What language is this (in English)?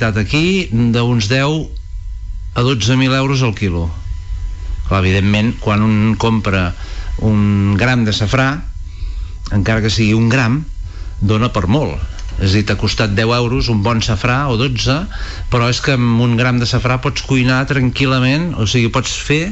Catalan